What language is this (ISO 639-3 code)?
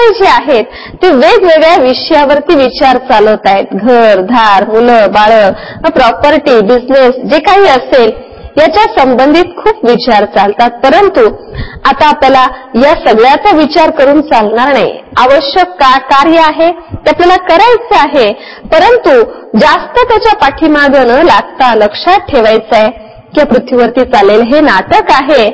mar